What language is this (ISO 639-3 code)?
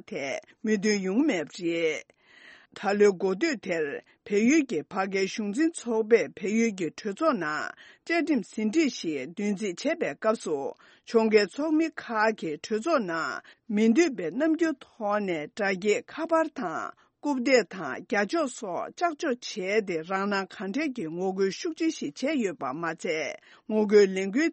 bod